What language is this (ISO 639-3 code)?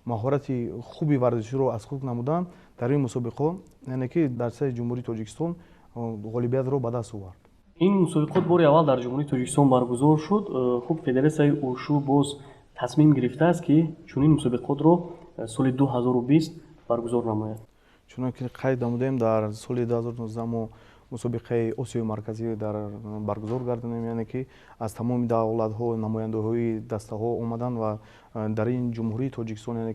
tgk